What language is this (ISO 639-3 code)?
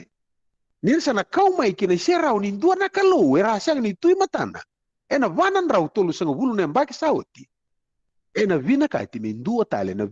fij